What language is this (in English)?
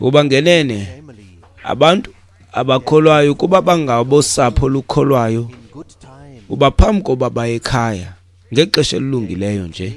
Xhosa